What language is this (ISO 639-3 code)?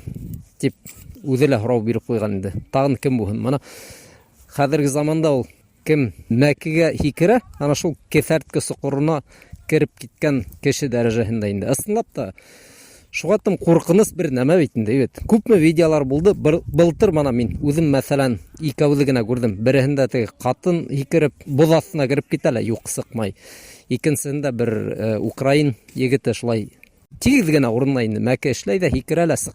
bak